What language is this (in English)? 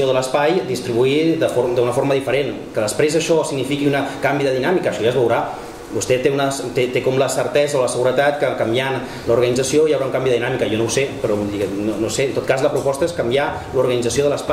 Catalan